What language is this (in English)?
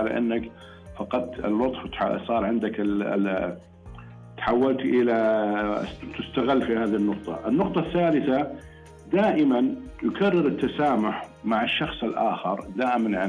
Najdi Arabic